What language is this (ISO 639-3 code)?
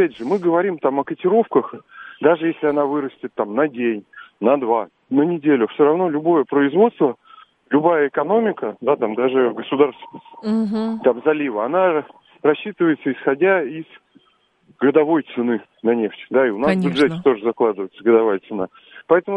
rus